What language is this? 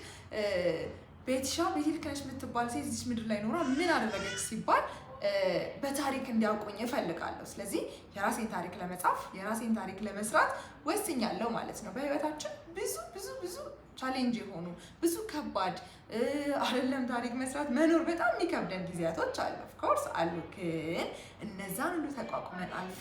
Amharic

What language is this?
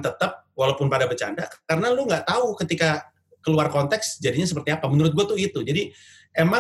Indonesian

